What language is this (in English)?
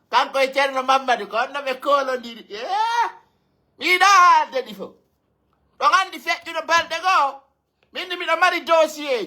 Pular